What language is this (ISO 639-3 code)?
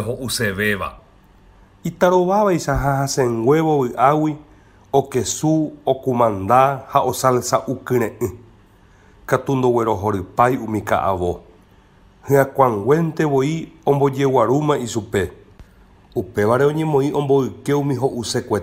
grn